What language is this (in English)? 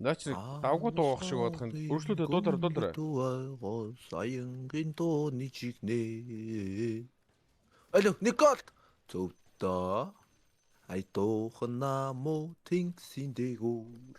Mongolian